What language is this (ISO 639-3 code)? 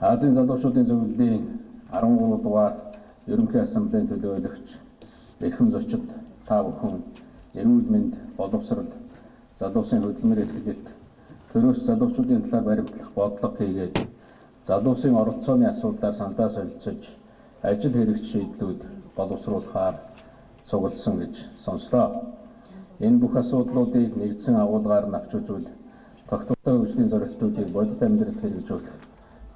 mon